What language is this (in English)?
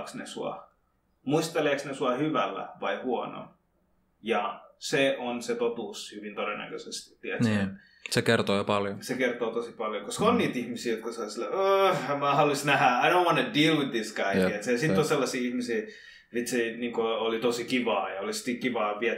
Finnish